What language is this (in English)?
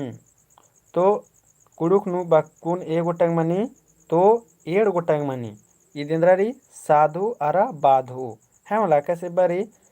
Kurukh